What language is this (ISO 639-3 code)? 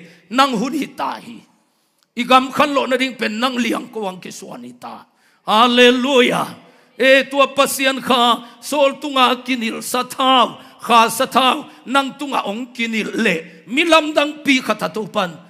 ctd